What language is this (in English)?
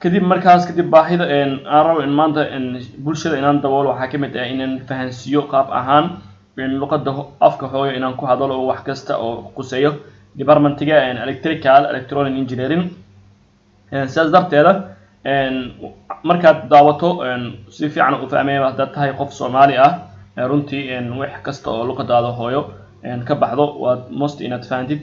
Somali